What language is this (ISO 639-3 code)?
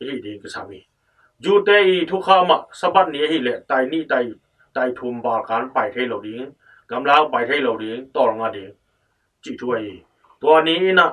ctd